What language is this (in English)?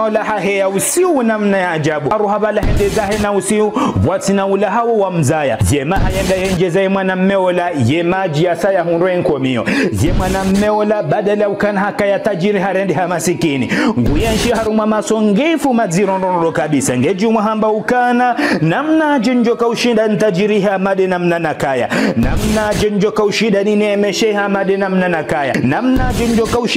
Ngazidja Comorian